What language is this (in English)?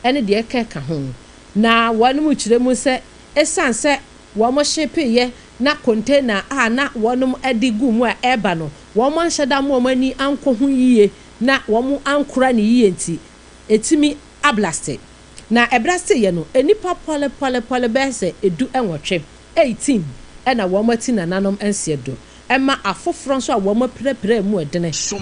Akan